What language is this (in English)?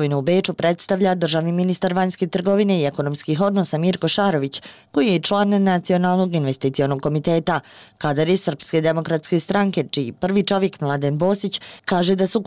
Serbian